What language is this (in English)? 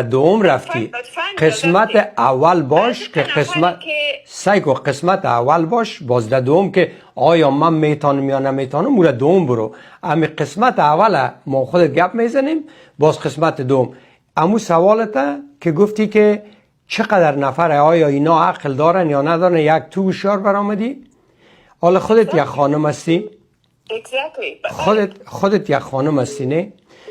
Persian